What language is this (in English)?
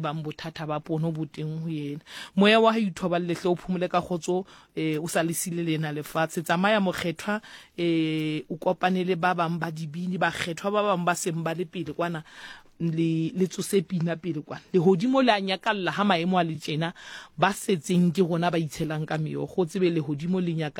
Southern Sotho